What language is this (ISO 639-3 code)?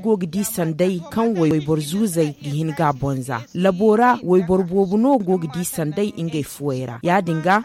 dje